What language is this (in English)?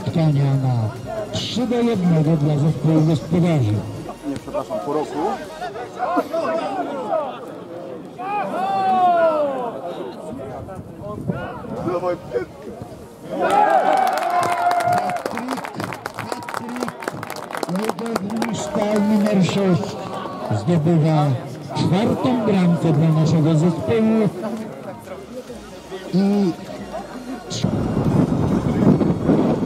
Polish